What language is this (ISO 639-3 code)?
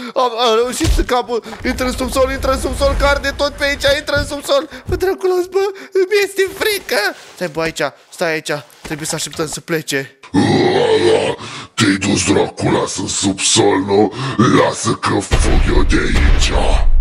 ron